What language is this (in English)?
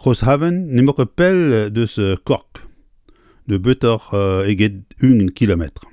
Breton